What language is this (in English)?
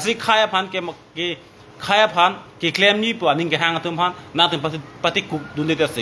Karbi